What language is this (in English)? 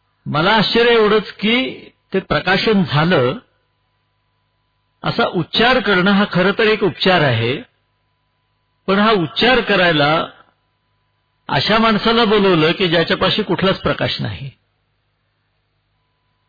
Marathi